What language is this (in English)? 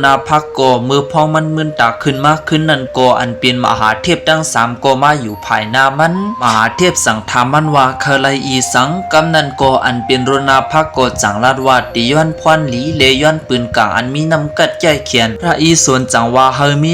Shan